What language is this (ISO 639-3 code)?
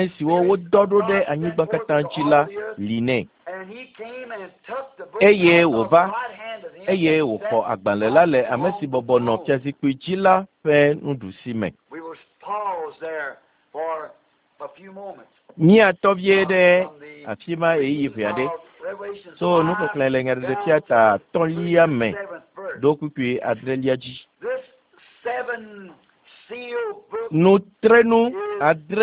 ewe